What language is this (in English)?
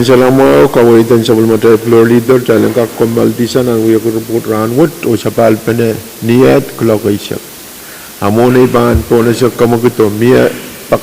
Pohnpeian